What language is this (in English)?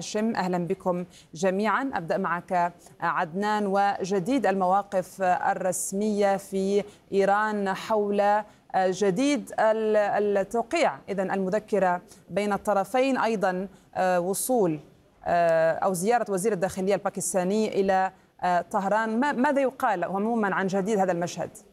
Arabic